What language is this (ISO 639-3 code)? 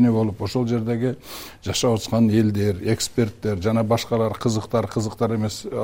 kir